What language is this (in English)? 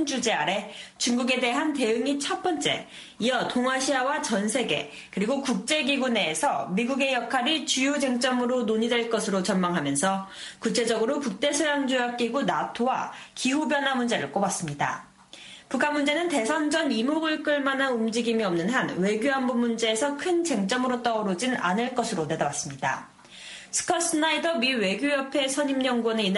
Korean